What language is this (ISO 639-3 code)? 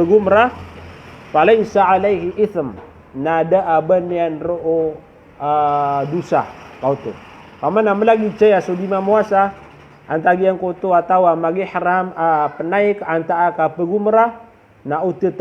mrw